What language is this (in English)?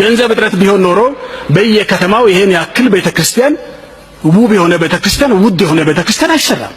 Amharic